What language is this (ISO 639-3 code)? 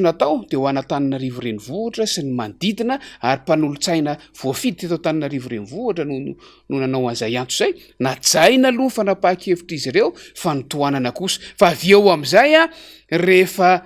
mlg